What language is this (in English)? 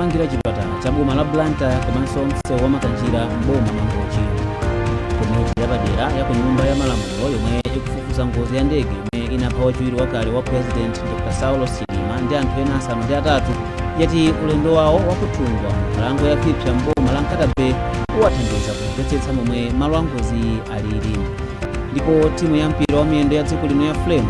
Nyanja